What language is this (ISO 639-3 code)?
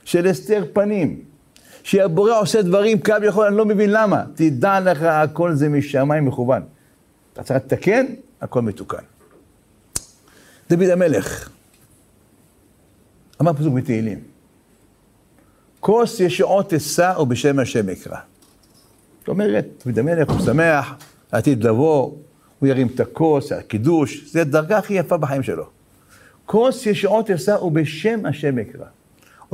heb